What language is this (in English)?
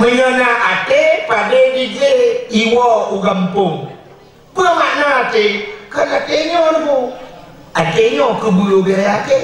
Achinese